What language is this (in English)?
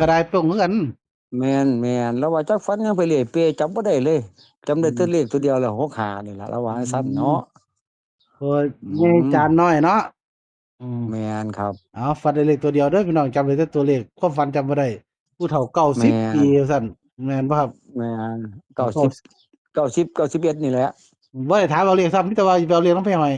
Northeastern Thai